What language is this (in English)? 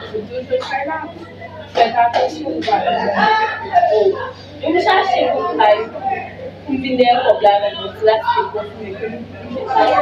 Haitian Creole